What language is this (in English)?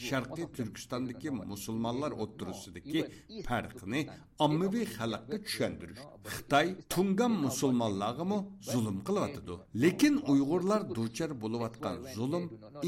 Uyghur